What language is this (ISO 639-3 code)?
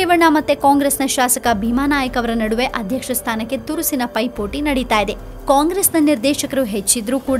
kan